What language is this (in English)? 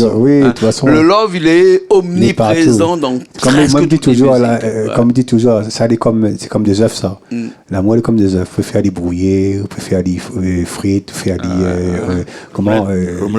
Réunion Creole French